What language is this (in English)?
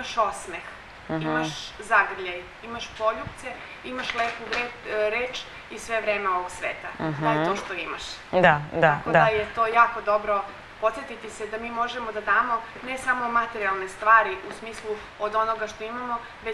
Serbian